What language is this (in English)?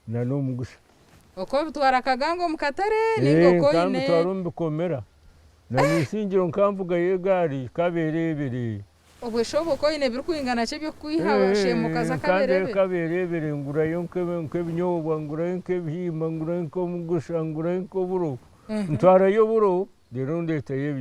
Nyankole